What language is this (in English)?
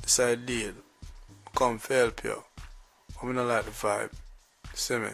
Jamaican Creole English